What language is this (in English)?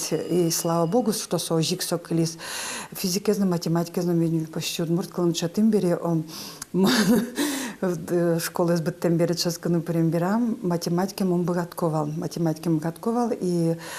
Udmurt